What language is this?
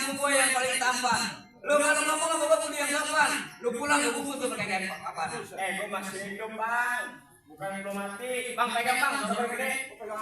Betawi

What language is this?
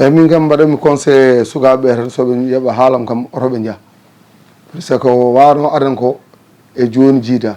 Fula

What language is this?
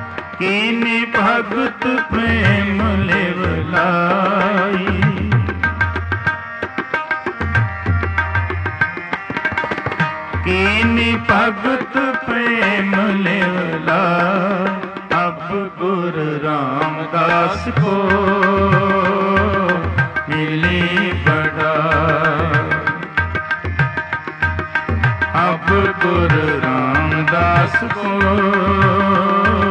Hindi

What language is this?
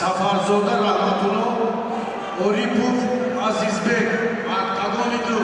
Tajik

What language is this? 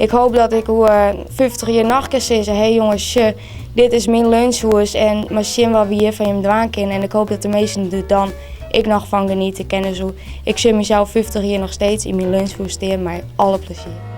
Western Frisian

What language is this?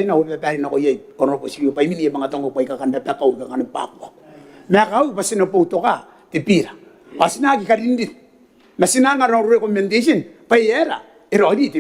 Gilbertese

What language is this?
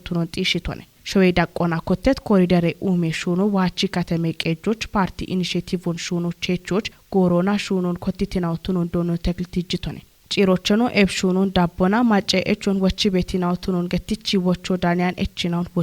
Kafa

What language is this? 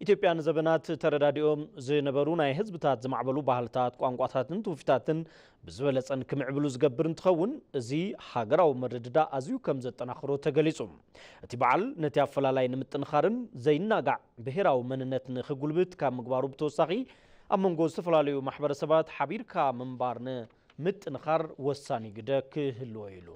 Tigrinya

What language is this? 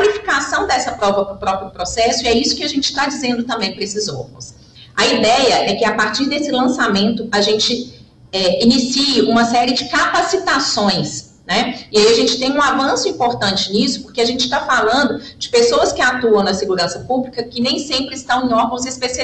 Portuguese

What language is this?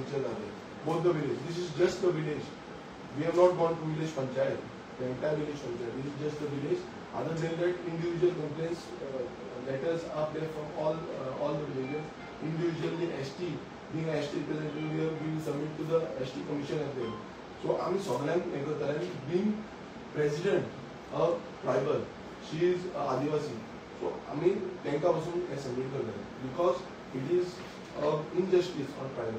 Konkani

